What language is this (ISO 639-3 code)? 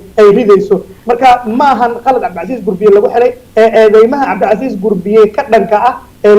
som